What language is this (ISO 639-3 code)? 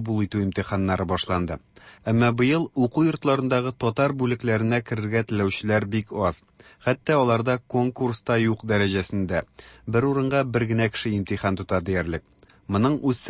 tat